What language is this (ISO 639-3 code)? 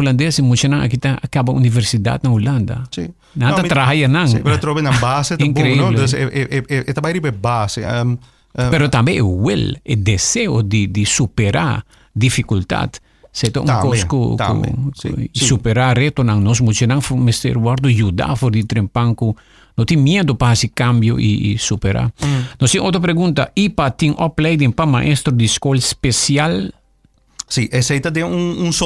pap